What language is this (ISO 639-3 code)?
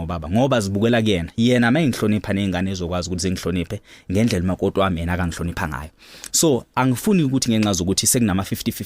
zul